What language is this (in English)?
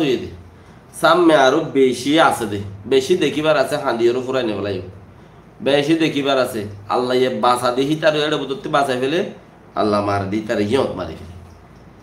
Rohingya